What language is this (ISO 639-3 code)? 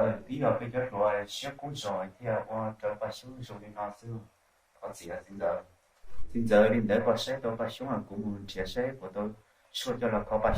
hmn